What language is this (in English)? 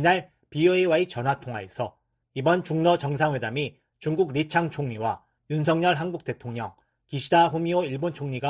Korean